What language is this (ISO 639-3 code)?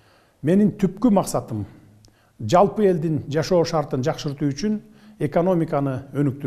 kir